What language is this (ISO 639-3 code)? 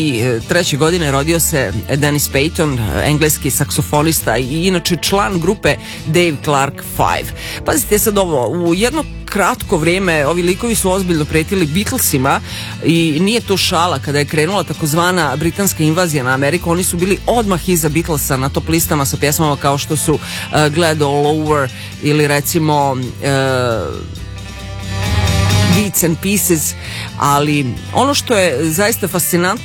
srp